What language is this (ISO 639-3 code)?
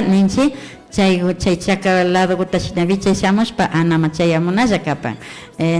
qvi